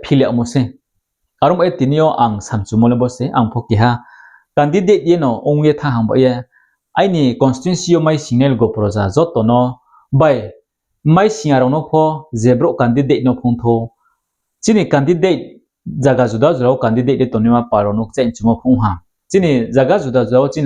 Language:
Riang (India)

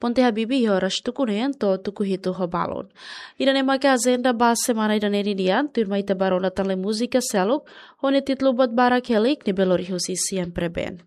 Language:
Tetum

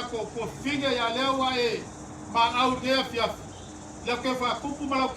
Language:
Samoan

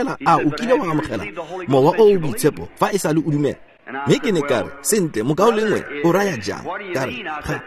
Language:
Tswana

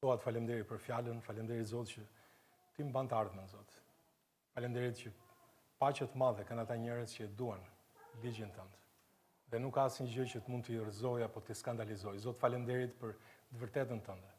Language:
Albanian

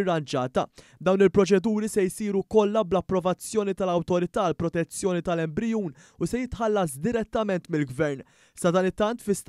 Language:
Maltese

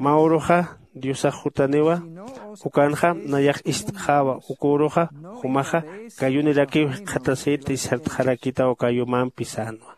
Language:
Aymara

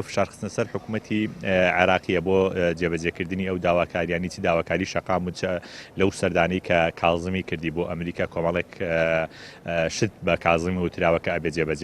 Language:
Central Kurdish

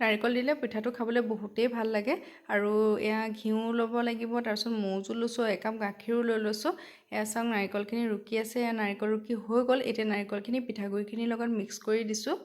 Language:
Assamese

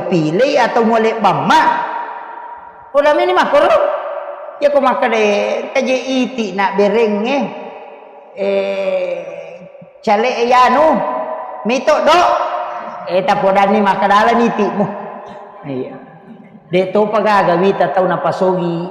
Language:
Buginese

